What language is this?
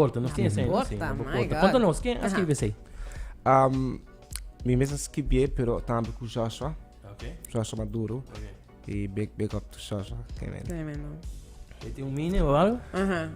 Papiamento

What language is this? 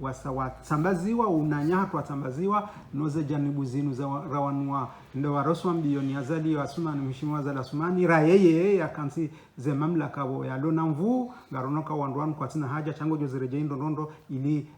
Ngazidja Comorian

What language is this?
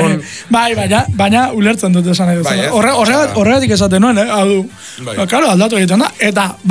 Basque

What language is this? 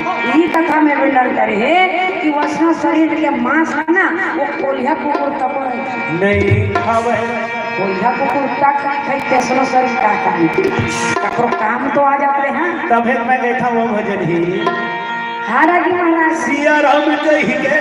Chhattisgarhi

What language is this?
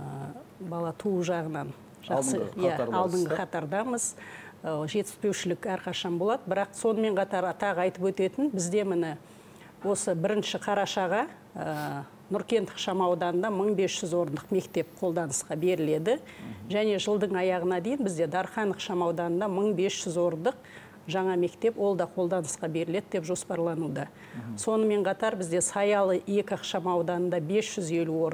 Kazakh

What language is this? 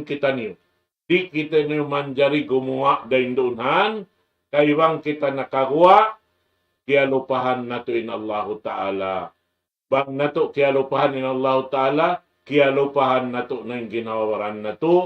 Tausug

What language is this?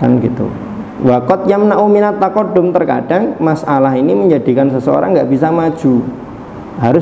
Indonesian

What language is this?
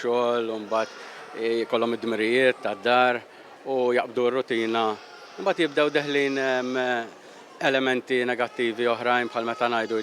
Maltese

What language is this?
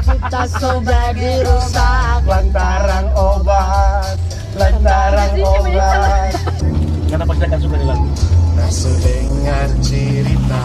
Manado Malay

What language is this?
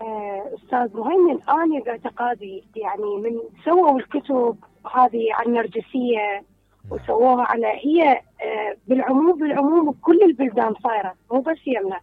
Mesopotamian Arabic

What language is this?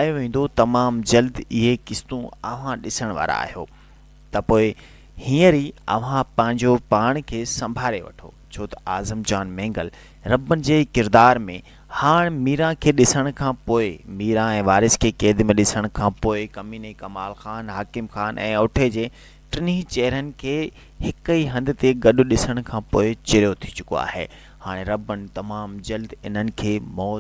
Sindhi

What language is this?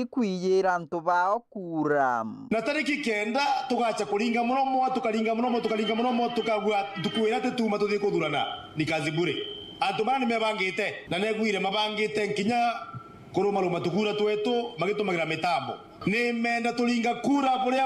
Meru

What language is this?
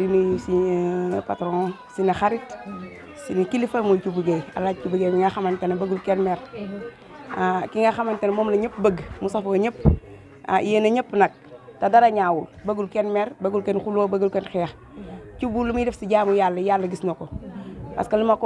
Wolof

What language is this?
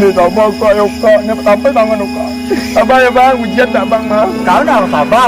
Minangkabau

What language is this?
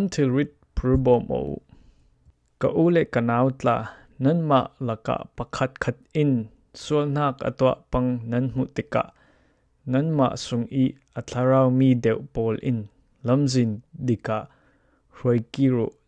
Falam Chin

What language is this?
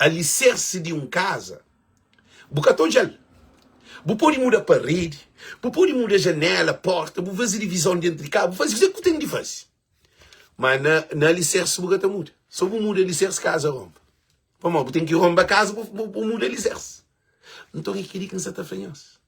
Kabuverdianu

